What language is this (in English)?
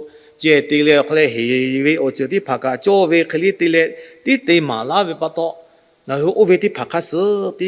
Lahu